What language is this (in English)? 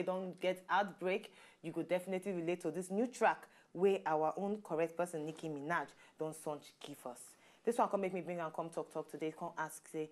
Nigerian Pidgin